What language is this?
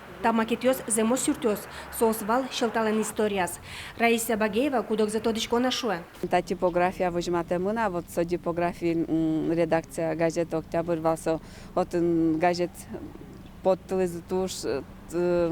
Udmurt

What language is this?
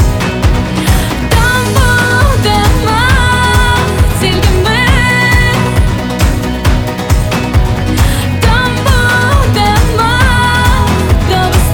Ukrainian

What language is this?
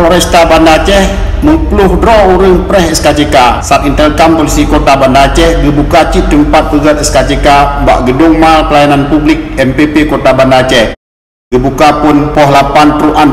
Achinese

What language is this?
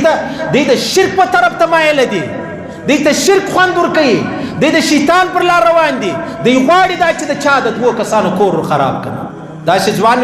Pashto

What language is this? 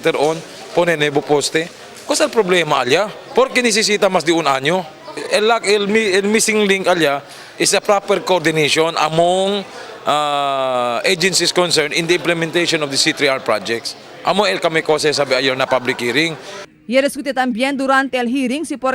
Chavacano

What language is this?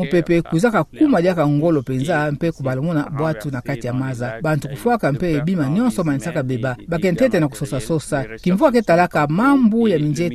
Kituba (Democratic Republic of Congo)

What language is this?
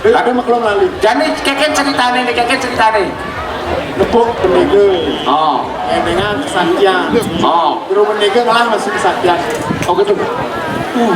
Balinese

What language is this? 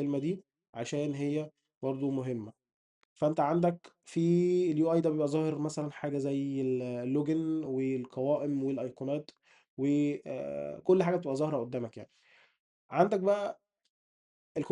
Egyptian Arabic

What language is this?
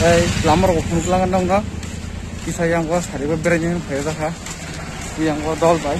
Kok Borok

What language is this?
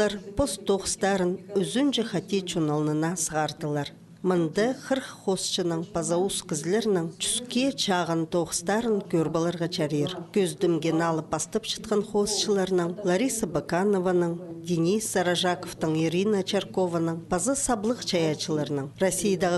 Khakas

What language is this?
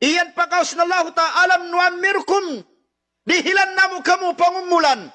Tausug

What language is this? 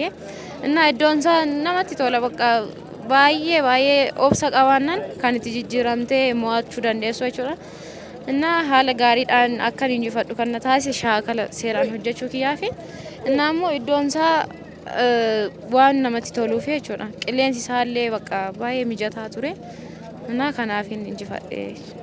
Oromo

